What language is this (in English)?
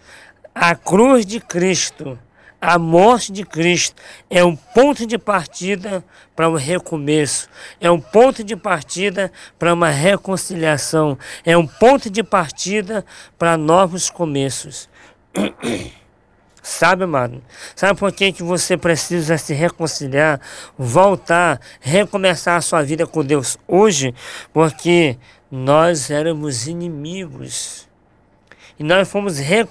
Portuguese